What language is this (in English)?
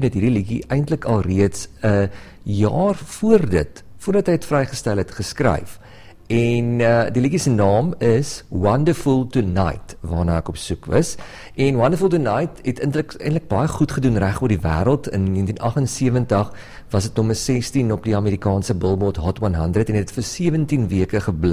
Afrikaans